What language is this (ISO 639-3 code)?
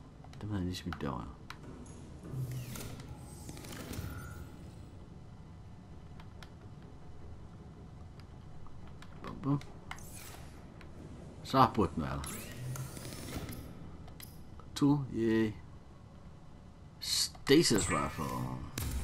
dan